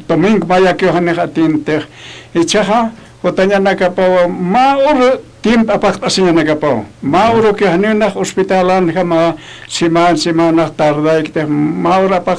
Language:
Aymara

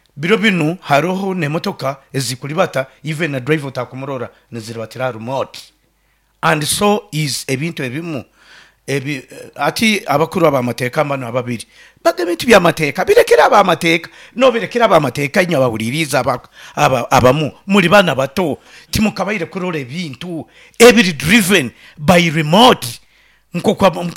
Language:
Nyoro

